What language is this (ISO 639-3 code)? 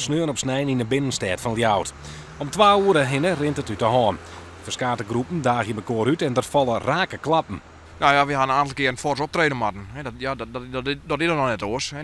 fry